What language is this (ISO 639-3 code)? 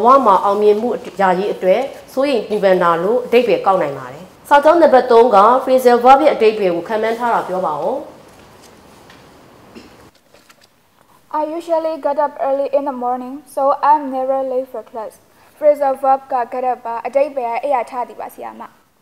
mya